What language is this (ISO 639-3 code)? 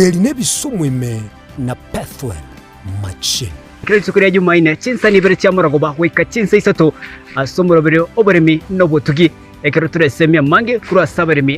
guz